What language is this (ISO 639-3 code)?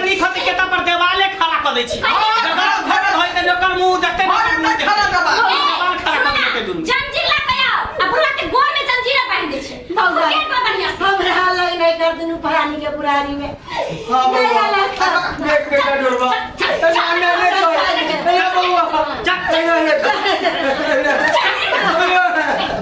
mai